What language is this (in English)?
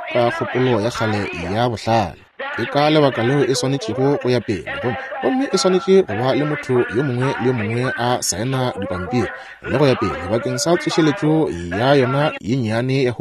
Northern Sotho